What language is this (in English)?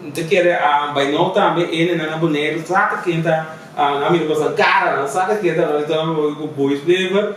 Papiamento